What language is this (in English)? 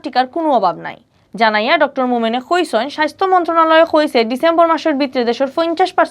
Sylheti